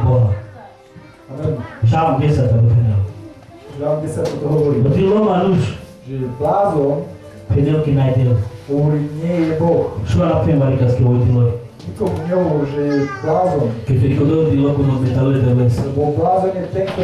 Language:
Slovak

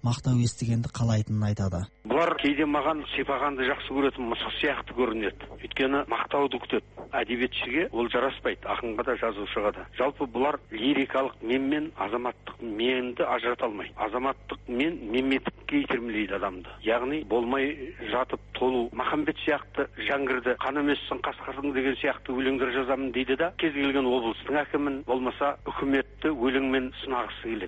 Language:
Kazakh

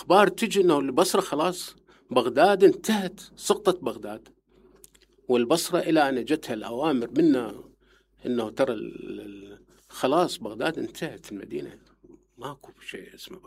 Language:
Mesopotamian Arabic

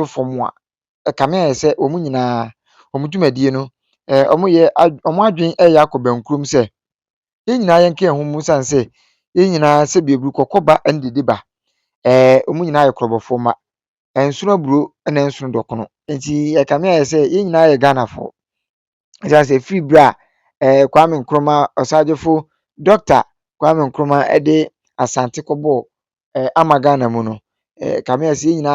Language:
Akan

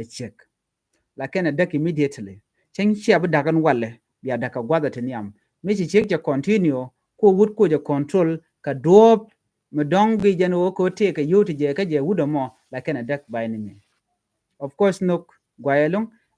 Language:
Nuer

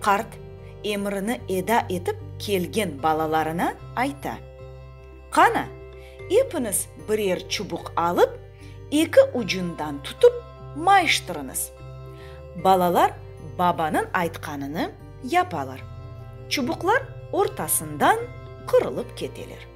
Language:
Crimean Tatar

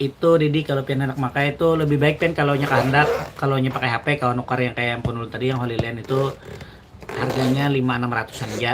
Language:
Banjar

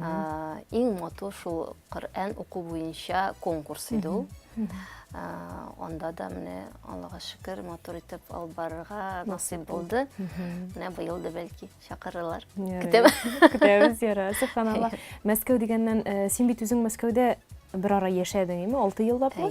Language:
Tatar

